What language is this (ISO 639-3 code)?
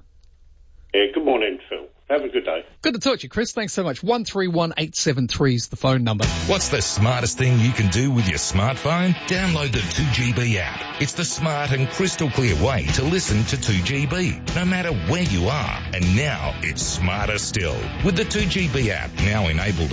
eng